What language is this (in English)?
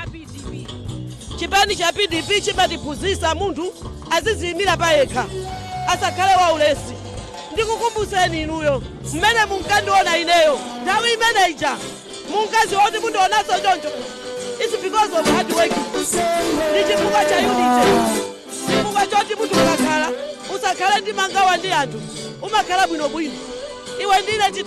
Nyanja